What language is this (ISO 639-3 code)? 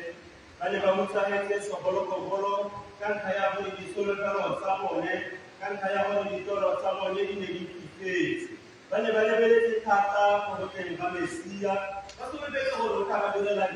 tsn